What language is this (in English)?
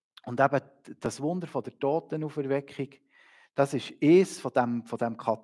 Swiss German